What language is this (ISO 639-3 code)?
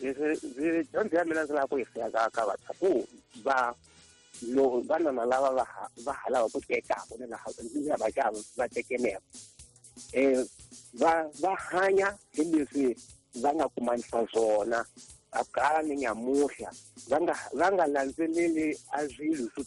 tso